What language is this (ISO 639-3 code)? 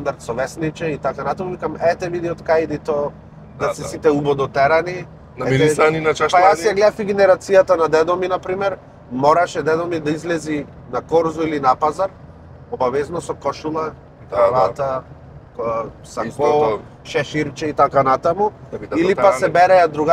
mkd